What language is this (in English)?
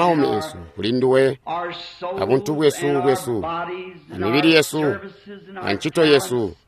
Tonga (Zambia)